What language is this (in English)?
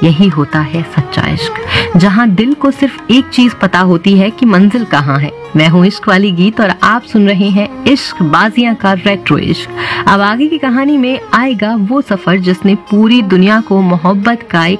Hindi